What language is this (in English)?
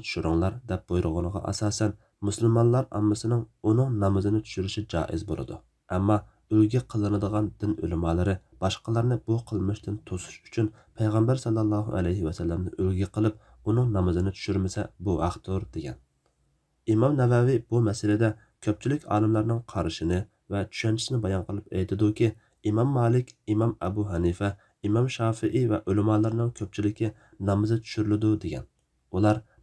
Uyghur